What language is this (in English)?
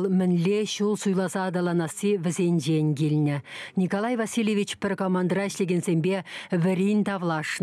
Chuvash